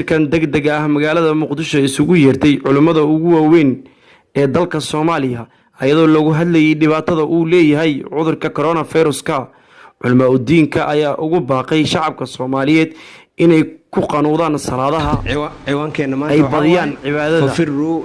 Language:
Somali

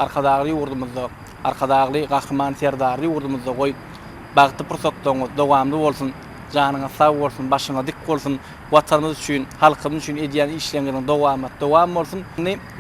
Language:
Turkmen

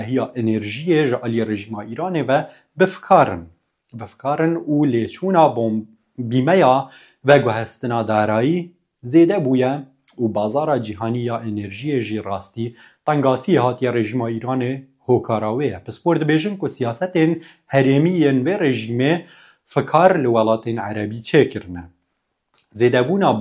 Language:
Kurdish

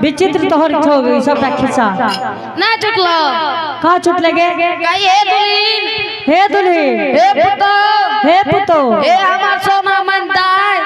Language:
Angika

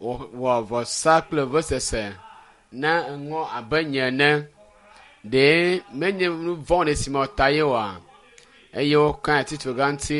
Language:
Ewe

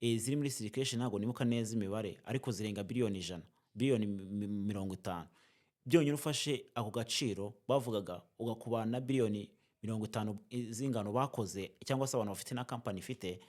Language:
Kinyarwanda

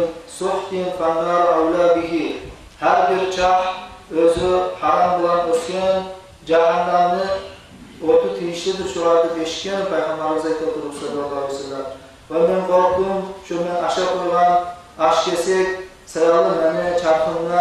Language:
Kumyk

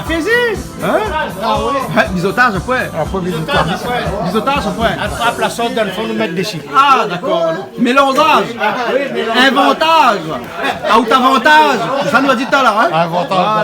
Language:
Réunion Creole French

